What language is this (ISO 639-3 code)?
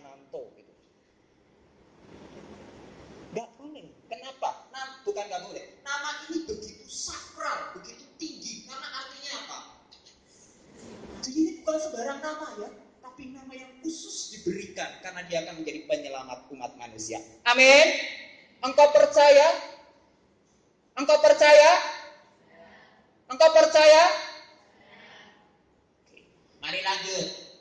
ind